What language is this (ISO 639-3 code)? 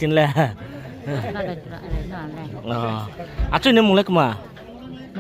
ria